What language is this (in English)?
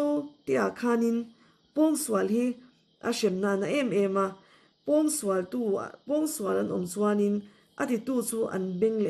Mizo